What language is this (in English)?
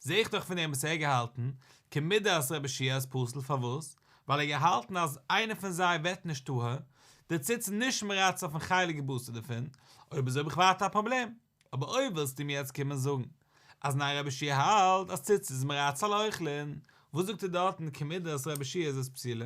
Yiddish